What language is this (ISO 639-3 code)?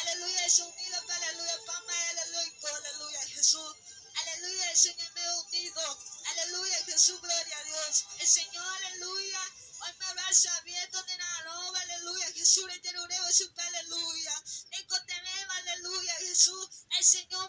grn